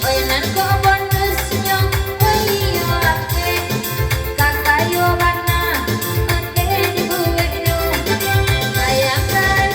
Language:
Minangkabau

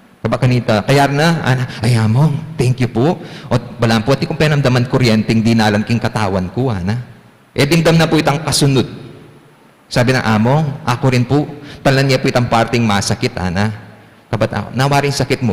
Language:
Pampanga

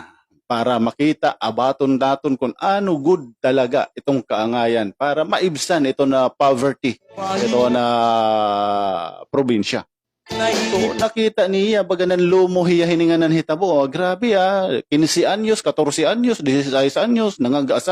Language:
Waray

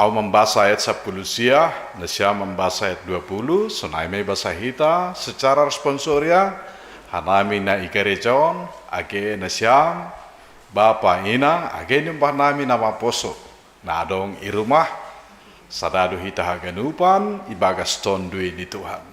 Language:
Batak Simalungun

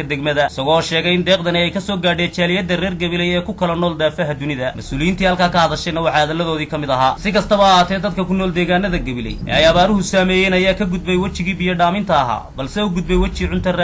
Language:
Somali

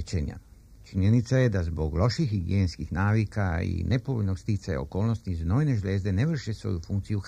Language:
Serbian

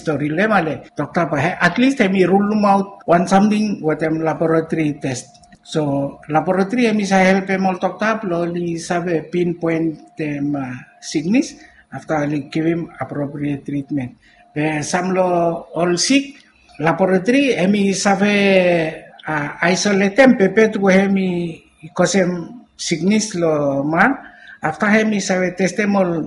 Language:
Bislama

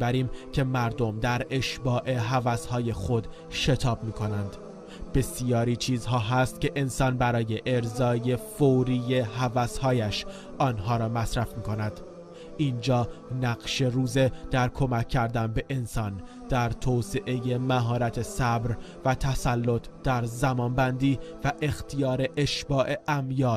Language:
Tajik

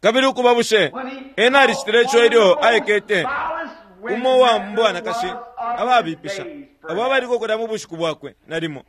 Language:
Bemba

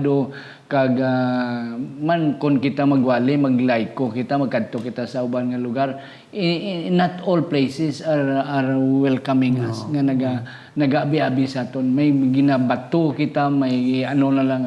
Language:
Hiligaynon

